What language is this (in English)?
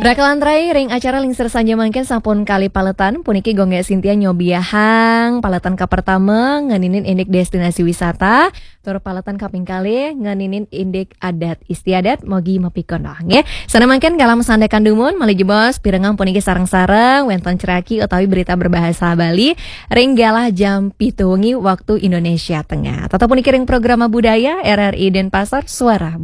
Balinese